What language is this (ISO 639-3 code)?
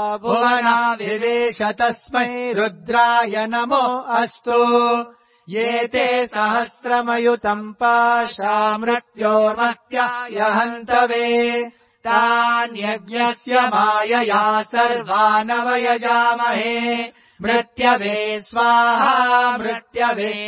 san